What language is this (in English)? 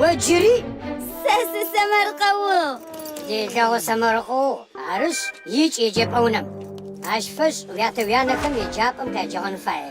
Adyghe